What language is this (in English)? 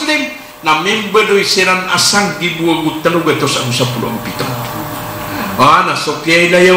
Maranao